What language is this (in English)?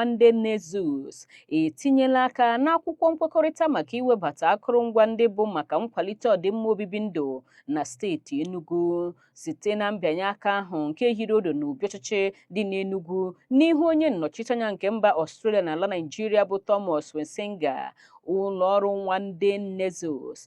Igbo